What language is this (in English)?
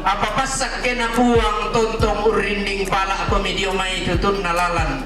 Toraja-Sa'dan